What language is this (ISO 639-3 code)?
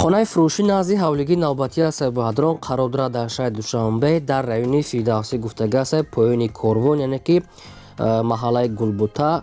tgk